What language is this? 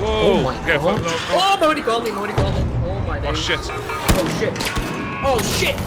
Welsh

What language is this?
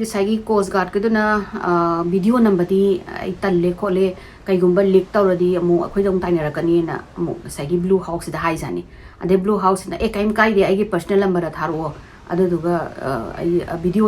Manipuri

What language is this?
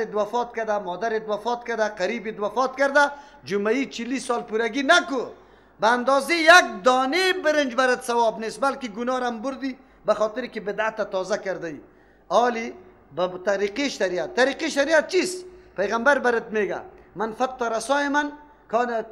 Persian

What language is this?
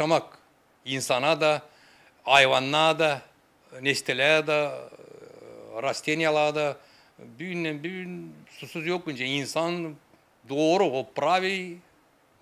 Gagauz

